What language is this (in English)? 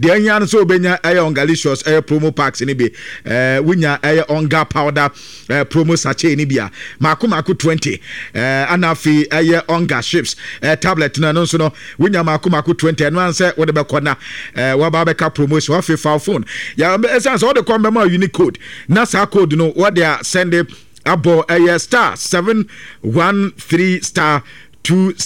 Akan